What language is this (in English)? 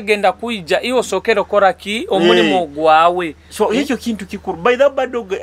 Nyoro